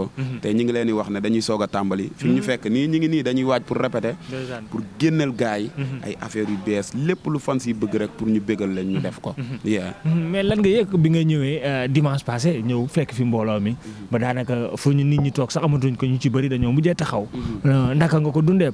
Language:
Wolof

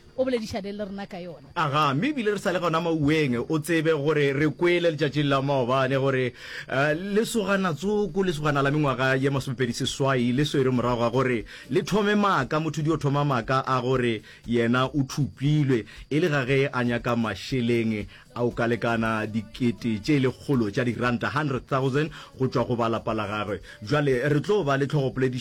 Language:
Northern Sotho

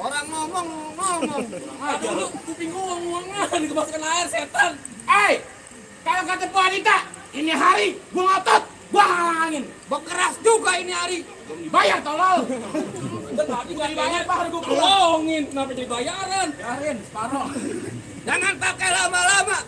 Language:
Betawi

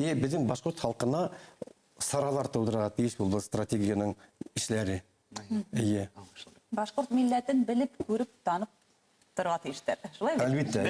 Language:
Bashkir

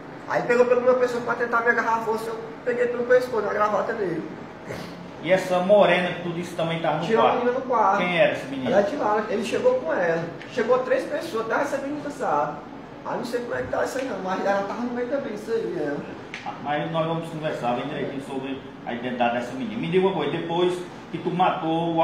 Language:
Portuguese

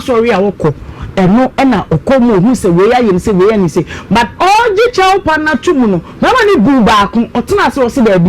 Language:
Akan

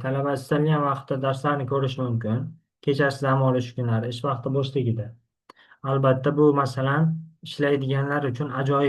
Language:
Uzbek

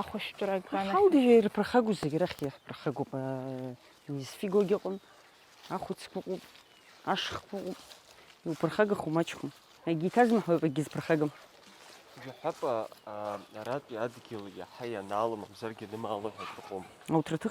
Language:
Abkhazian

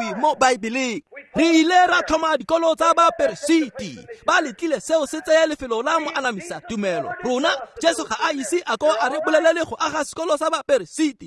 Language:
Tswana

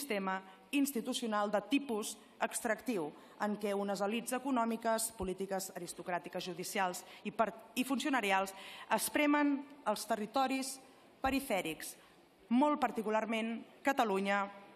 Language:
Catalan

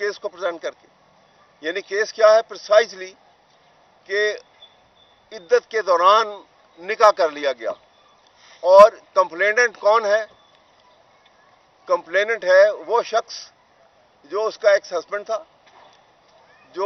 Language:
Urdu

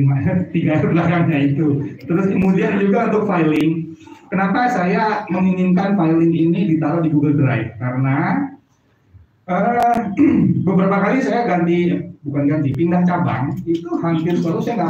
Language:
Indonesian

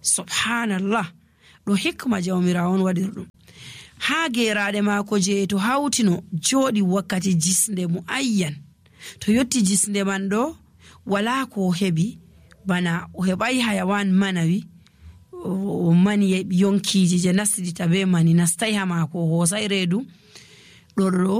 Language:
Nigerian Fulfulde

